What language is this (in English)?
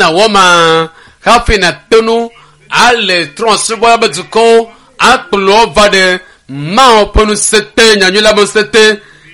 Ewe